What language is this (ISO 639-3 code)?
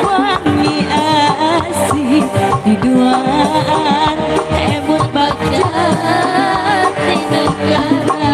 sun